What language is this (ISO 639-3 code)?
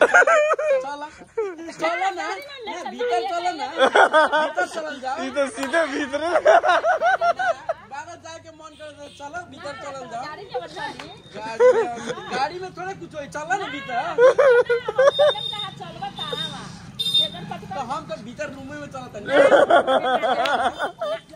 bho